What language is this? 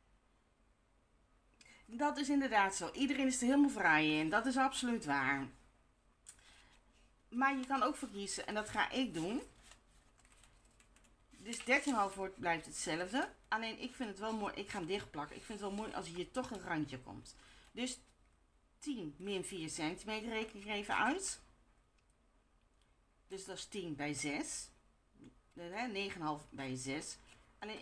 Dutch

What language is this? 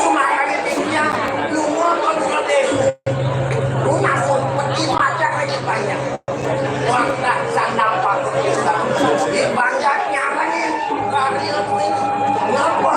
Balinese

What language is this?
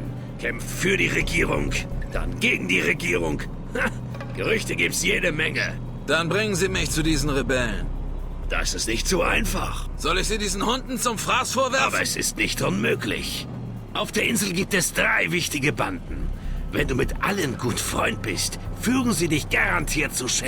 Bavarian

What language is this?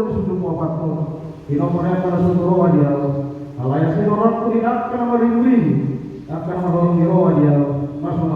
Batak Toba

